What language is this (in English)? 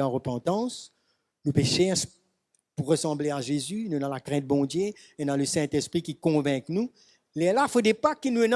Morisyen